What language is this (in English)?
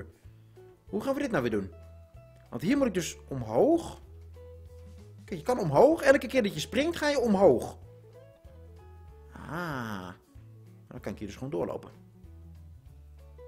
Dutch